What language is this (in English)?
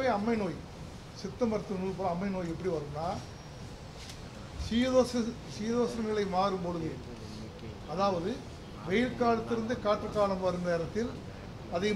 Tamil